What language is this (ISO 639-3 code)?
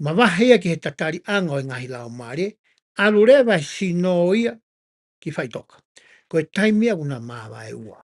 ton